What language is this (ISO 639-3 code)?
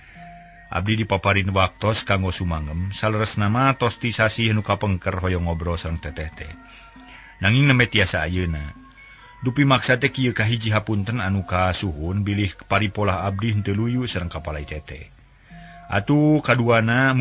sun